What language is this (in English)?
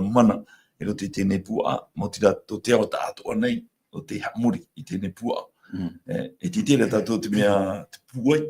Tahitian